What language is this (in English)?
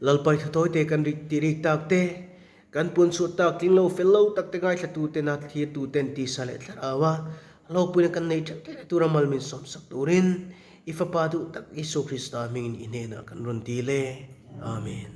Mizo